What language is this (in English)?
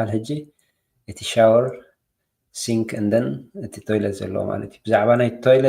Tigrinya